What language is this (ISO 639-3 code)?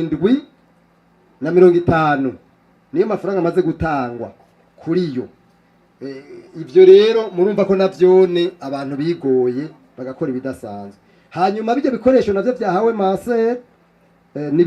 run